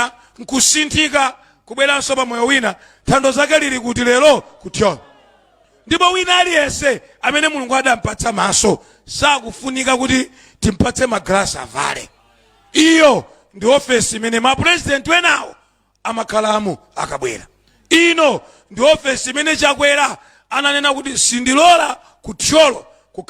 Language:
Nyanja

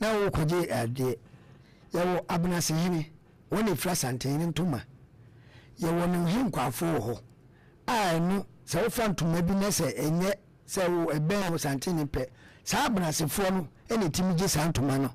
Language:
Akan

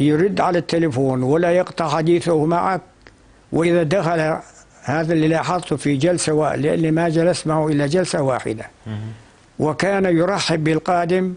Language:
North Levantine Arabic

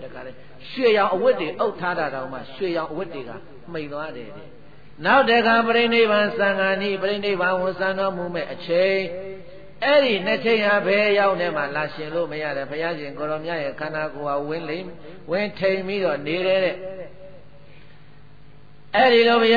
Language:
Burmese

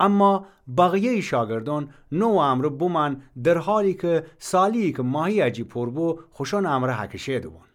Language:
Gilaki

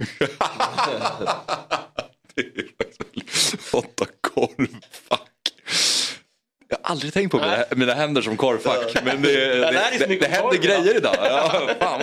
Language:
Swedish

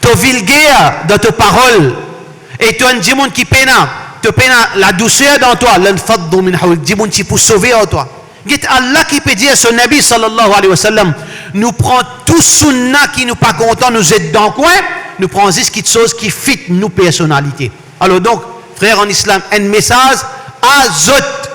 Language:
Morisyen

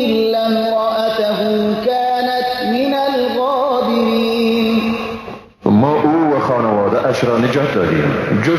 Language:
Persian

